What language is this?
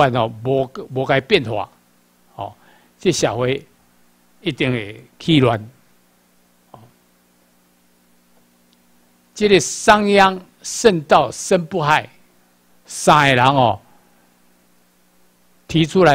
Chinese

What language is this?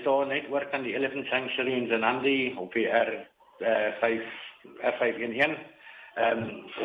Afrikaans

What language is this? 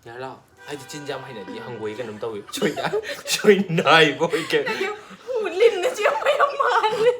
Manipuri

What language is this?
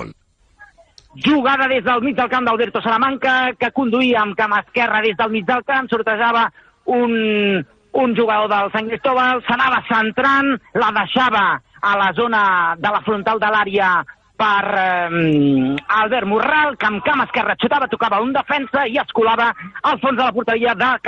Catalan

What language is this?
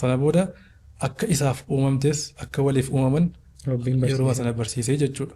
Oromo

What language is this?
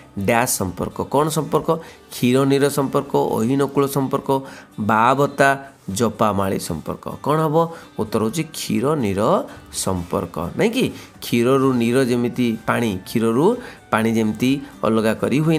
Odia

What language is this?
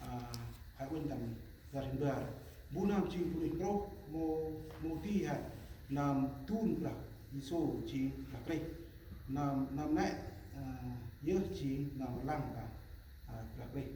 Central Mnong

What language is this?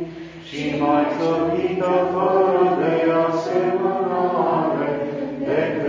Romanian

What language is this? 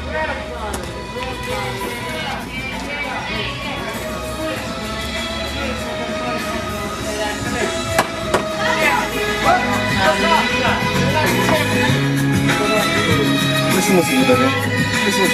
Greek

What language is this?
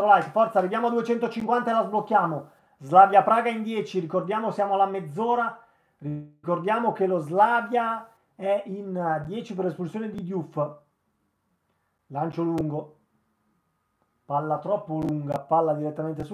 Italian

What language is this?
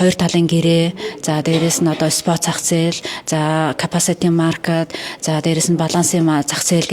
Mongolian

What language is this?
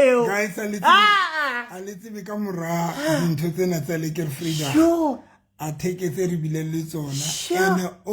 Southern Sotho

